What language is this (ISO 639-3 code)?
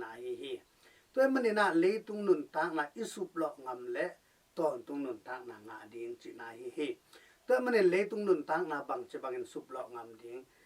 ctd